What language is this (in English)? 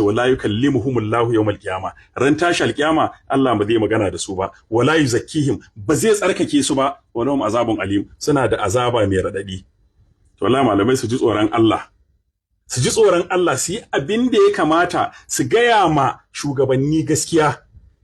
Hausa